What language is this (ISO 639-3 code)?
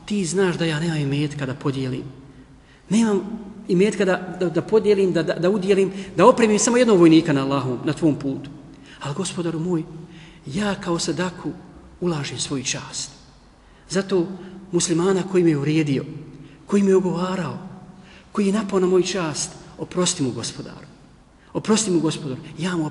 bos